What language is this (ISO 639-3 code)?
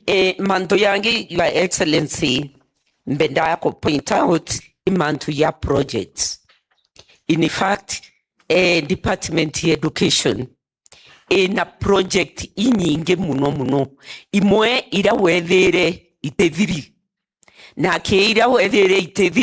mer